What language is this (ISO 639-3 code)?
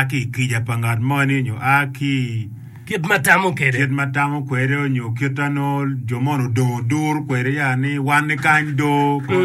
ach